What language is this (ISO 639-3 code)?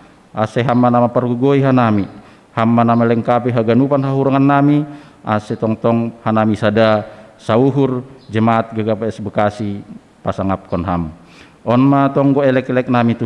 bts